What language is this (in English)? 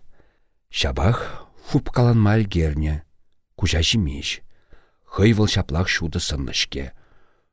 Chuvash